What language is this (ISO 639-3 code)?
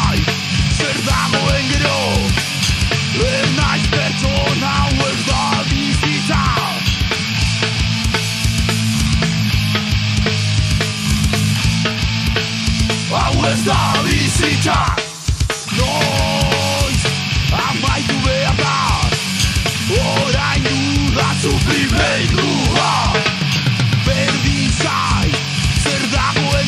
eus